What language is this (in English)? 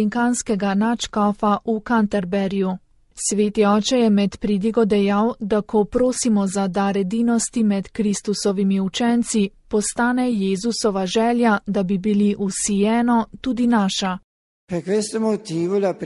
Slovenian